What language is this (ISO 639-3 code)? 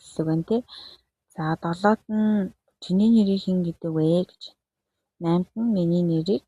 mon